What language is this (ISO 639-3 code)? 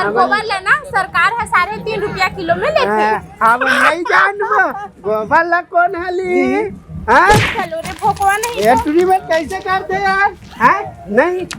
hne